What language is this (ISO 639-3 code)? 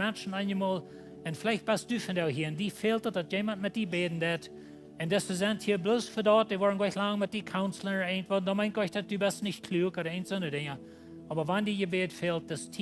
pdt